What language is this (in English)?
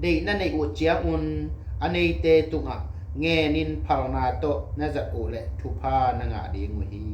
Tedim Chin